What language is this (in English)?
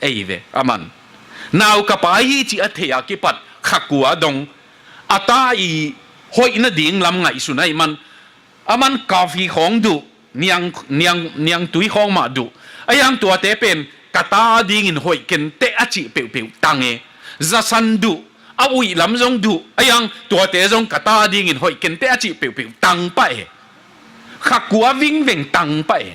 Tedim Chin